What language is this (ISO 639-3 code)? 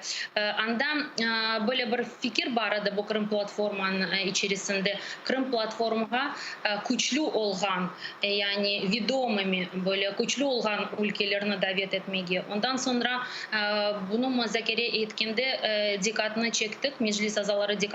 crh